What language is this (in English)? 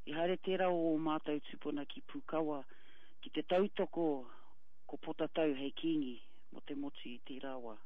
Māori